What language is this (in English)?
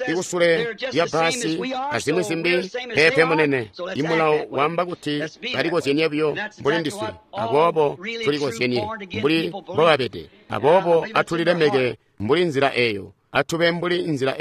Tonga (Zambia)